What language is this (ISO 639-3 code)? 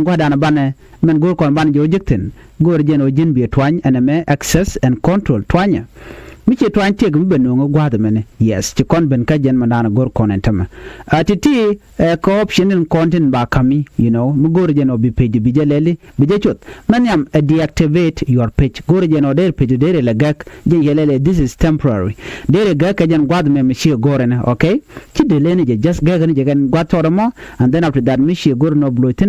nus